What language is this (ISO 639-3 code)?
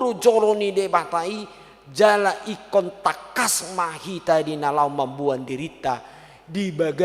bbc